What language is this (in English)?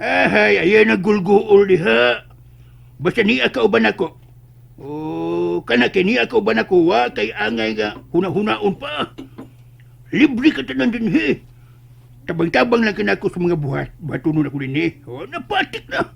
Cebuano